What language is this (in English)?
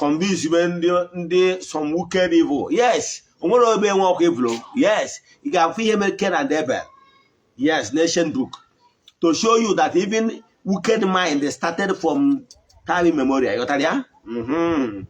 Igbo